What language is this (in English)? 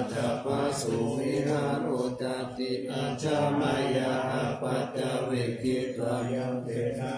Pali